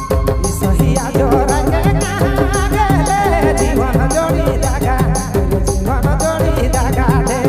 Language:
Sadri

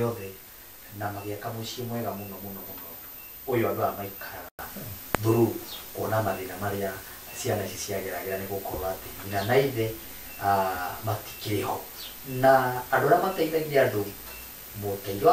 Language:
Kikuyu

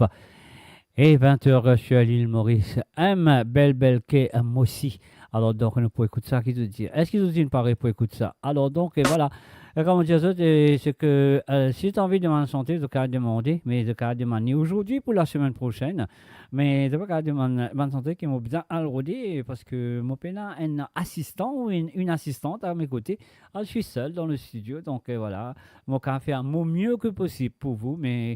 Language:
Morisyen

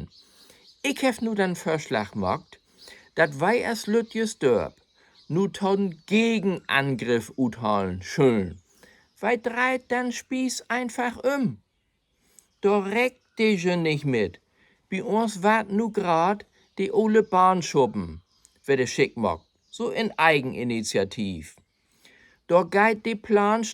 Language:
Low German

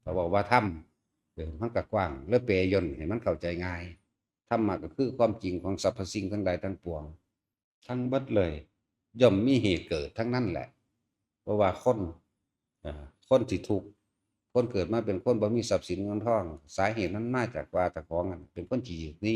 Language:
Lao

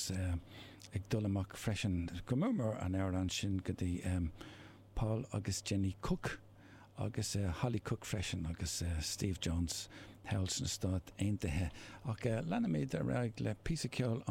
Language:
Irish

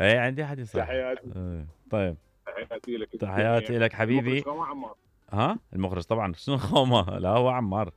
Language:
Mesopotamian Arabic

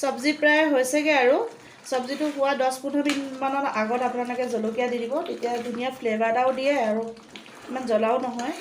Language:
Assamese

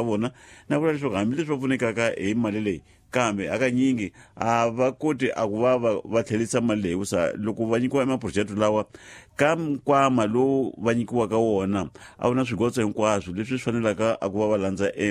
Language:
Tsonga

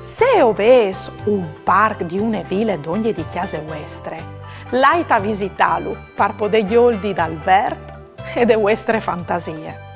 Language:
Friulian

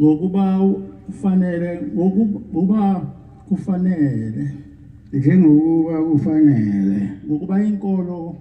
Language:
Zulu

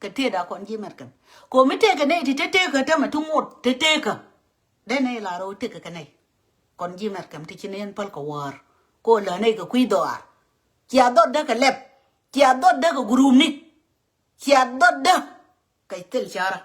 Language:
Nuer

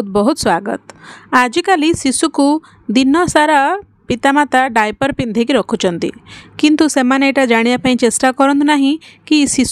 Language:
Odia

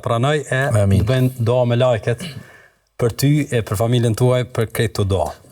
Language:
Albanian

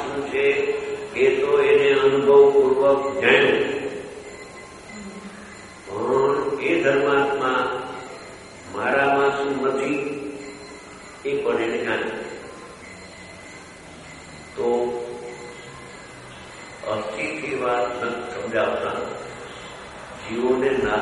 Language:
Gujarati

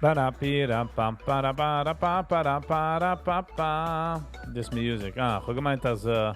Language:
Yiddish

